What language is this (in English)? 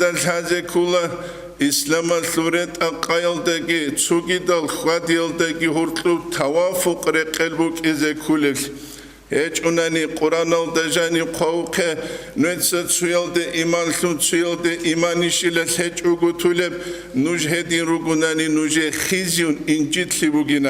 Avaric